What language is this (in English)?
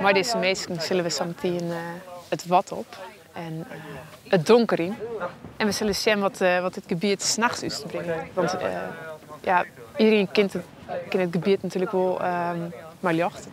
Western Frisian